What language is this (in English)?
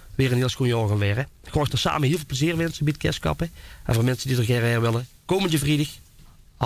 Limburgish